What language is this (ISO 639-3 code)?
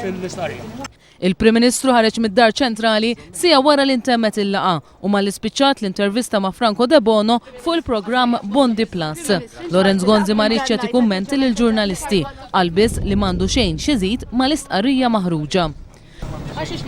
mlt